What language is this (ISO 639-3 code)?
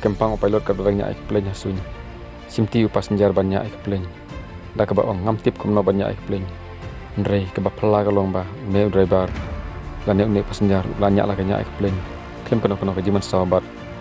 kha